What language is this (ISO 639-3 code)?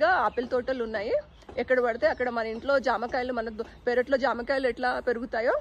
tel